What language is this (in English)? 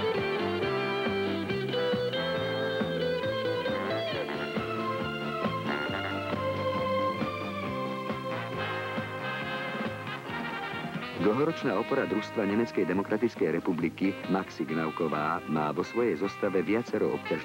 Slovak